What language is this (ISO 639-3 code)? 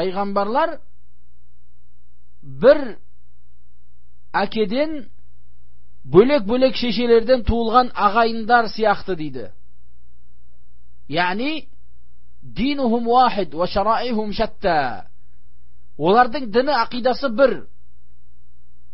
kaz